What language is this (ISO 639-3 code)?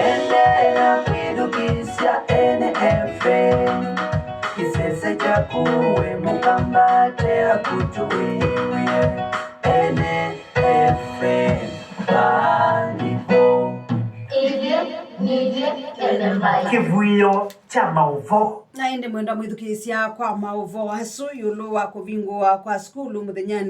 kam